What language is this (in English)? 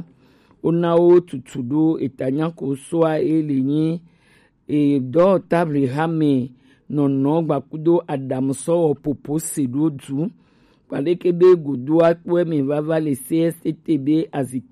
Gen